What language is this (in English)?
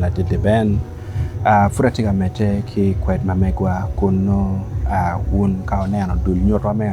Acoli